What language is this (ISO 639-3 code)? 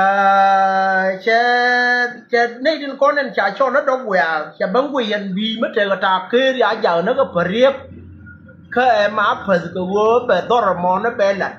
nus